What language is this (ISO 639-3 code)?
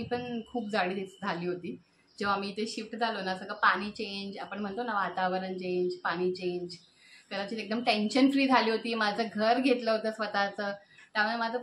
mar